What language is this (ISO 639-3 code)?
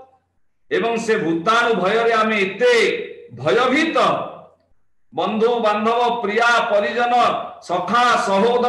ori